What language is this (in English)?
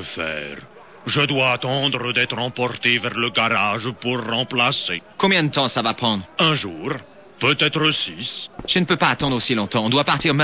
French